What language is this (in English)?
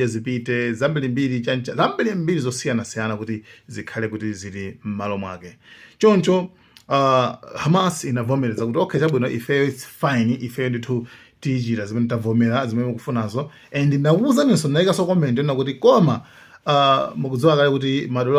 Nyanja